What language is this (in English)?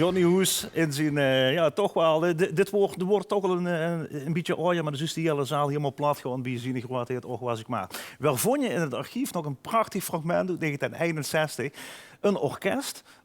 Limburgish